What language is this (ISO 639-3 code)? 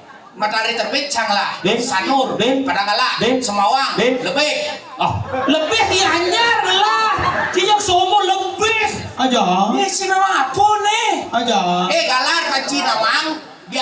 ban